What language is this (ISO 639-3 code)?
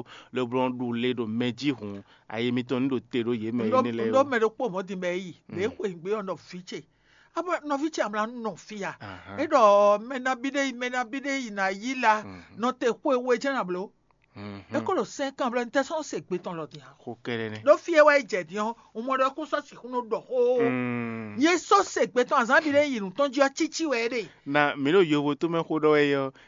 fon